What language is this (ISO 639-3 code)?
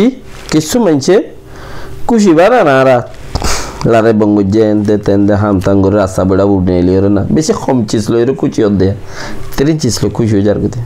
rhg